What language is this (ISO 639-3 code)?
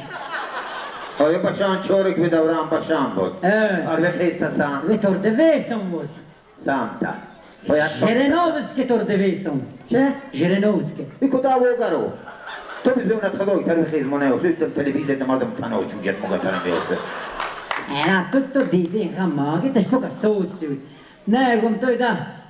fas